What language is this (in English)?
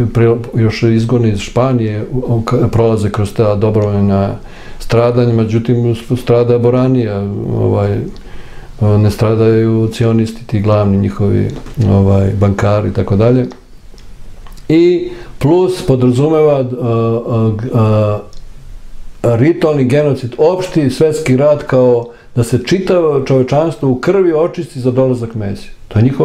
Serbian